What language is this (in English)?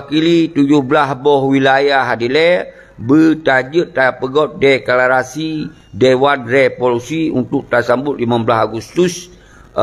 Achinese